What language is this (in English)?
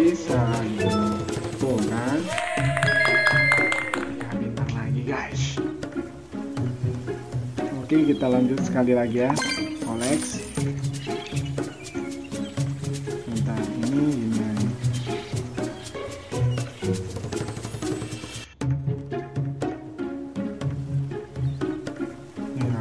Indonesian